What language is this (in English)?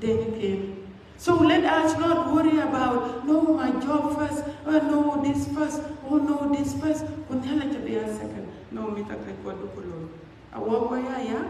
Dinka